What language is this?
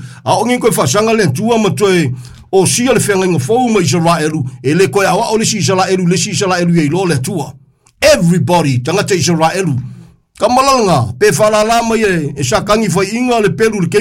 Samoan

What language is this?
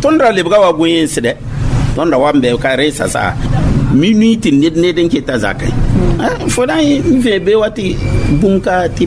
Mossi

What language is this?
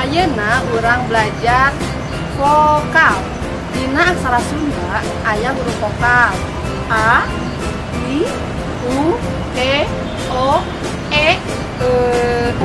Sundanese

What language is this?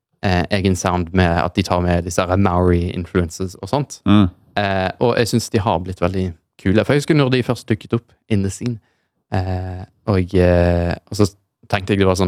Norwegian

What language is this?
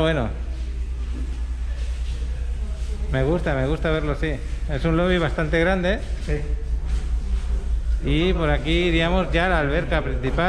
Spanish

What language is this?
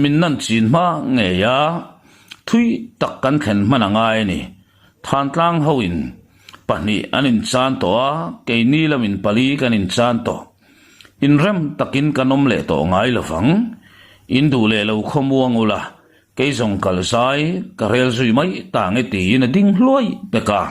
Mizo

